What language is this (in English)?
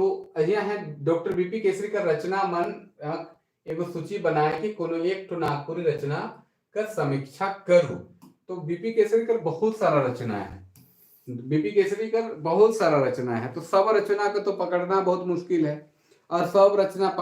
Sadri